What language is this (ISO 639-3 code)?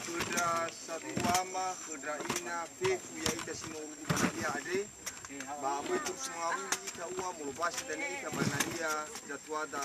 nia